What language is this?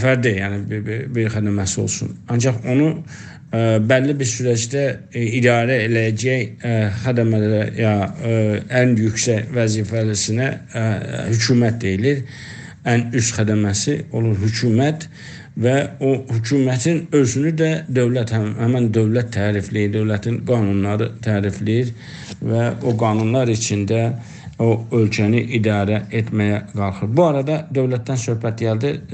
South Azerbaijani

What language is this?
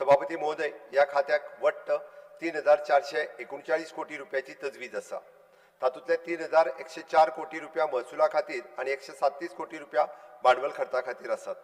Konkani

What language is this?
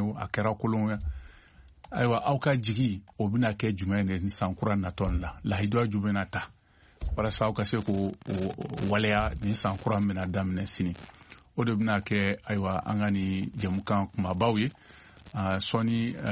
Bambara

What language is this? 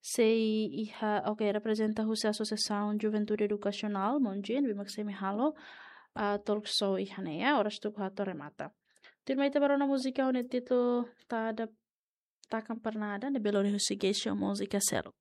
Tetum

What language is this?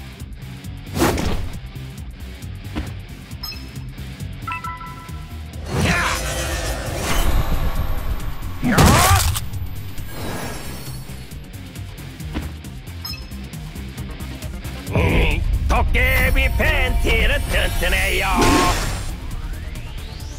Korean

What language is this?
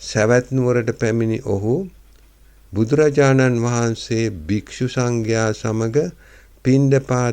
Sinhala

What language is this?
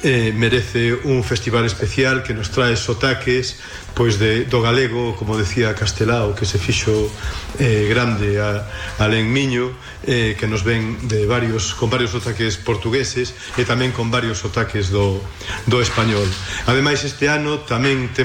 Galician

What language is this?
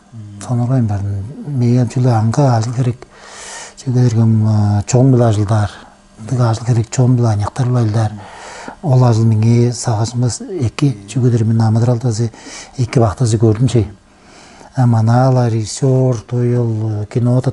Tuvinian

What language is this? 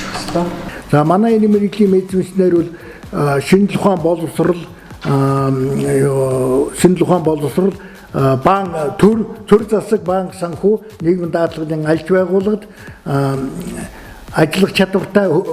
Mongolian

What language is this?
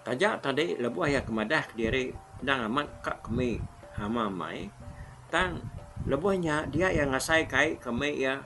Iban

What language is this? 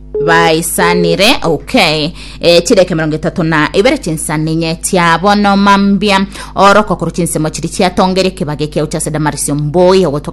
Gusii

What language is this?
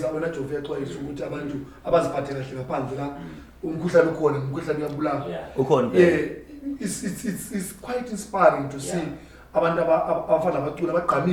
Zulu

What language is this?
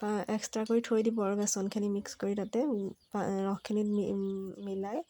Assamese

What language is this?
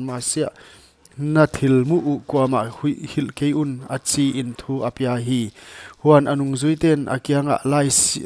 Paite Chin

